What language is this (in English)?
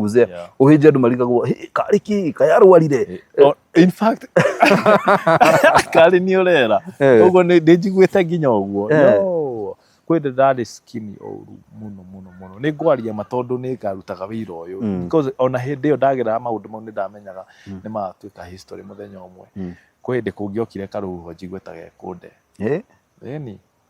Kikuyu